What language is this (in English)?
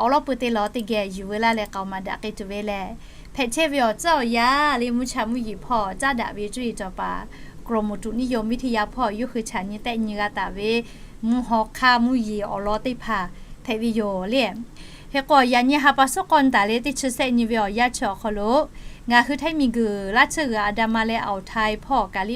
Lahu